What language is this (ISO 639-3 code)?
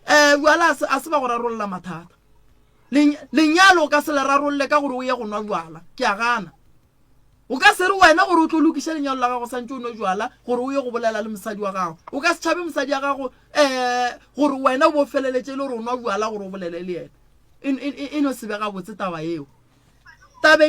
nso